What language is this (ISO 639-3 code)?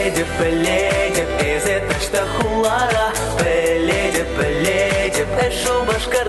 chv